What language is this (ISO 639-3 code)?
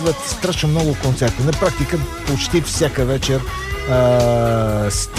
bul